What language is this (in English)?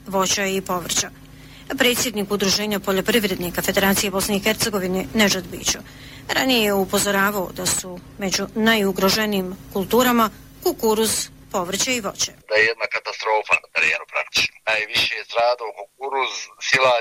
Bosnian